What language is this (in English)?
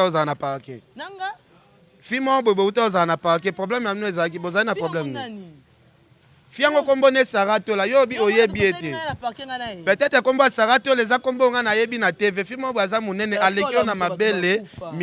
Lingala